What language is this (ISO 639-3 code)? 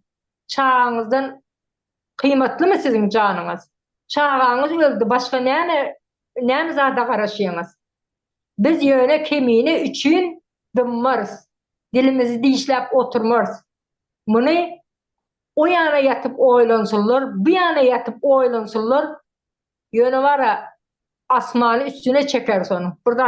tuk